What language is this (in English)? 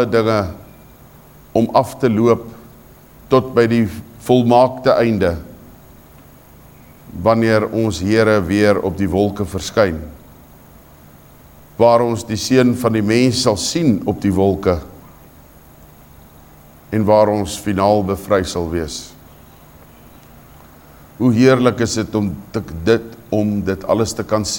Afrikaans